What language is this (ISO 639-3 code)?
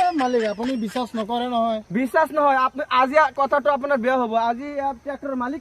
asm